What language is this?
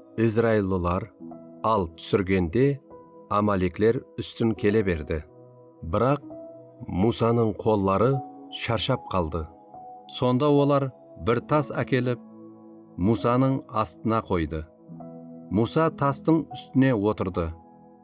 Kara-Kalpak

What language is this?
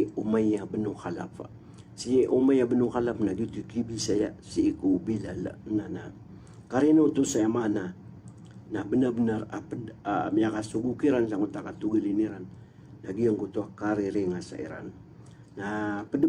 Maranao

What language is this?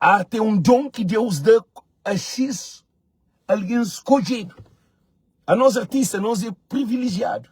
Kabuverdianu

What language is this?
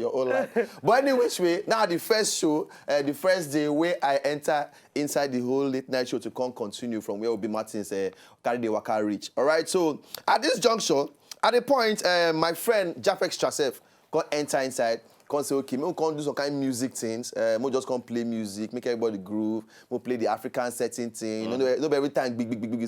Nigerian Pidgin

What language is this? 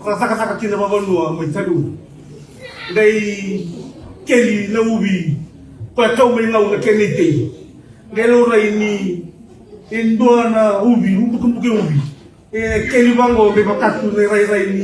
Fijian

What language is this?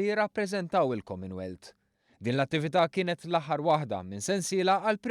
Maltese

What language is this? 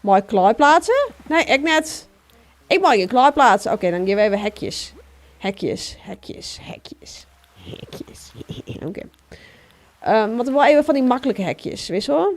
Western Frisian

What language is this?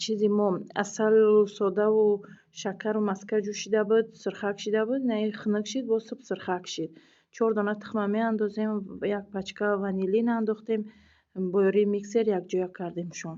Tajik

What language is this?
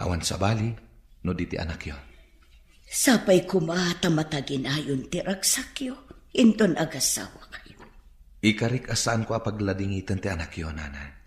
Iloko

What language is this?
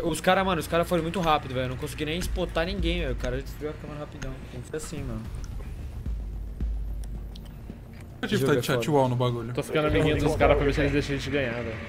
Portuguese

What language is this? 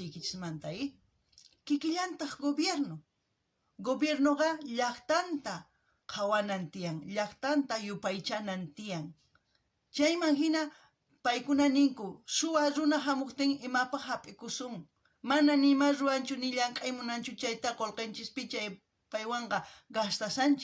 South Bolivian Quechua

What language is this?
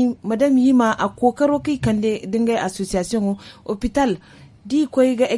Zarma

